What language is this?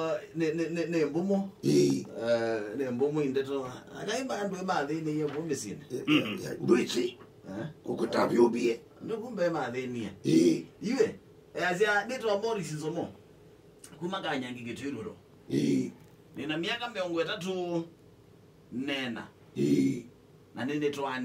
Kamba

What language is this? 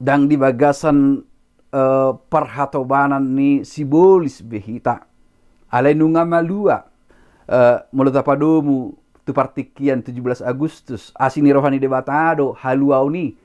Batak Toba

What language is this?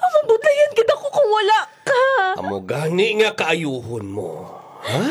Hiligaynon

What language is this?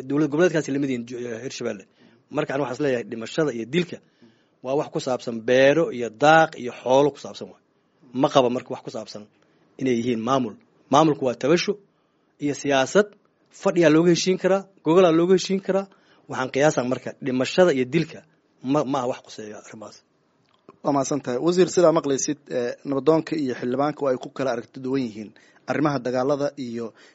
Somali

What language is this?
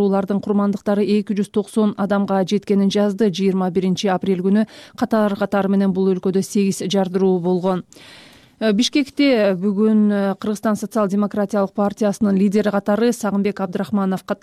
Kyrgyz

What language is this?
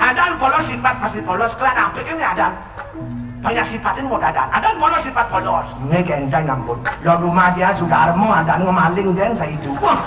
Balinese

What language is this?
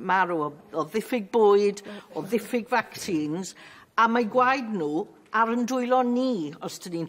Welsh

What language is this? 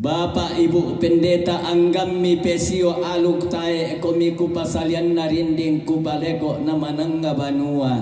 Toraja-Sa'dan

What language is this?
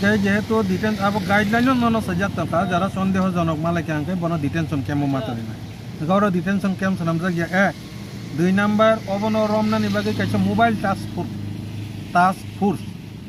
Kok Borok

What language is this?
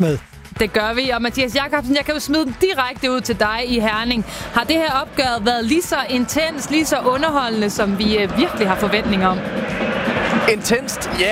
Danish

